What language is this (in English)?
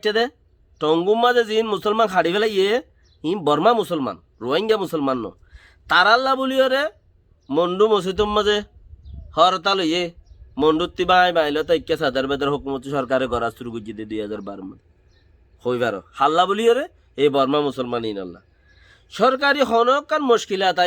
Rohingya